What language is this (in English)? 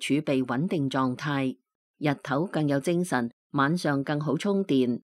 Cantonese